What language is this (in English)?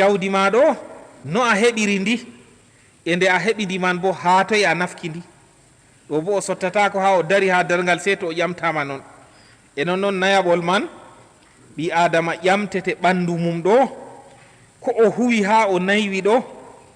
Fula